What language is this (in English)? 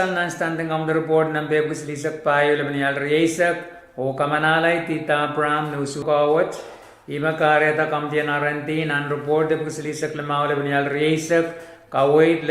Pohnpeian